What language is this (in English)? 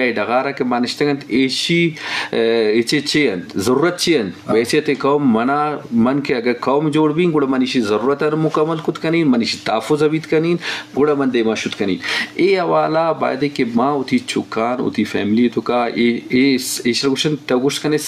Eastern Balochi